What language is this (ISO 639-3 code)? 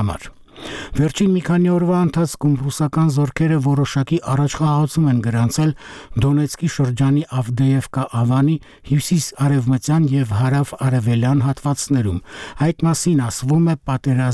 hye